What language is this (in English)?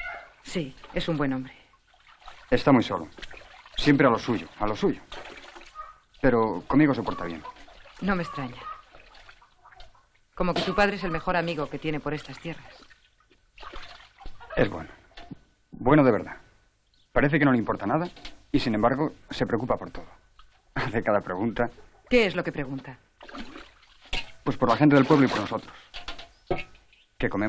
Spanish